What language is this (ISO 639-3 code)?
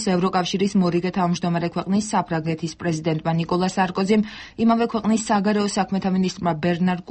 kat